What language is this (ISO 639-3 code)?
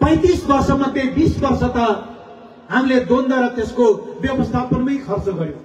nep